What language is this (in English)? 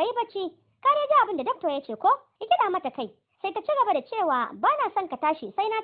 Hausa